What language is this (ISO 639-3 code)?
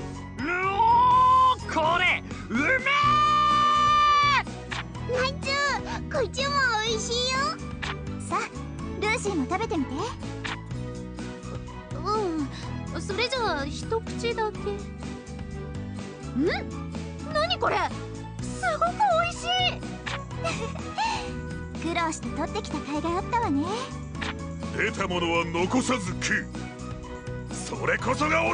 jpn